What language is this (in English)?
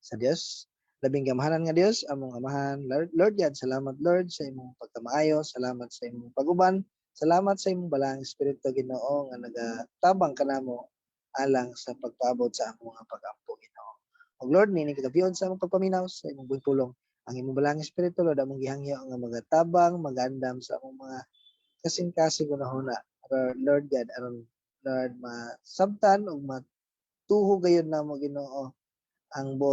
Cebuano